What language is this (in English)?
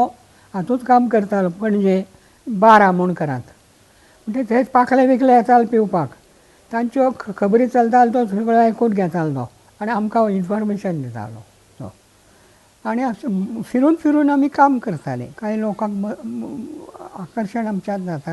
Konkani